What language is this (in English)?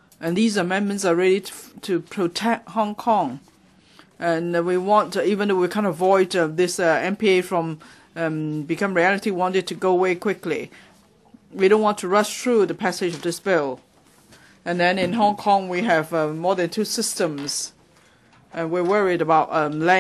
English